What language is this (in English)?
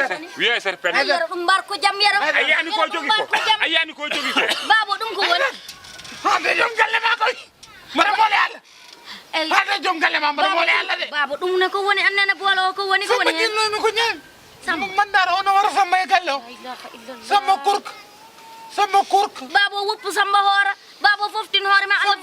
Fula